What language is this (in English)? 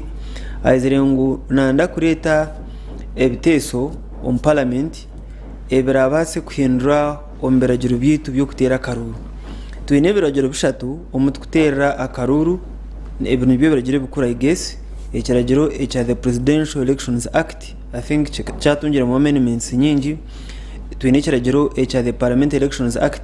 Nyankole